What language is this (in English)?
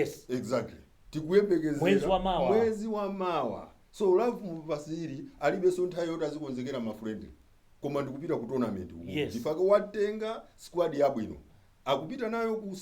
Nyanja